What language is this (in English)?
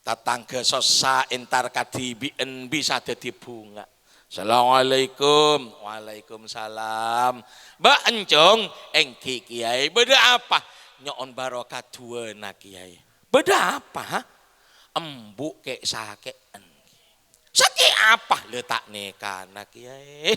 Madurese